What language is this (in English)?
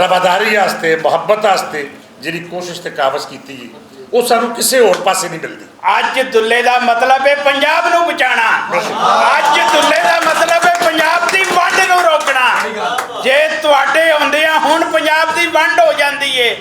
Western Panjabi